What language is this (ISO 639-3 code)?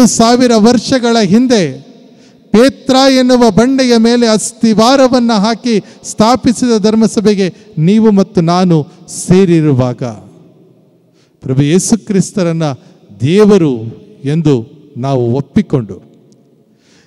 kan